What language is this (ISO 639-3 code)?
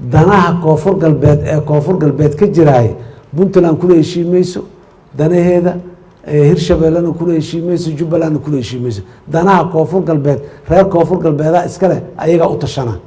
som